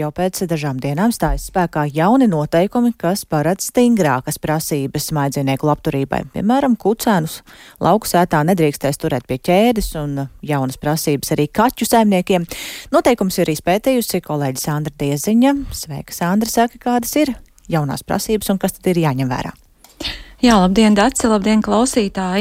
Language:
Latvian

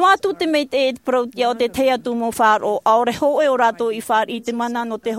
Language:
Tahitian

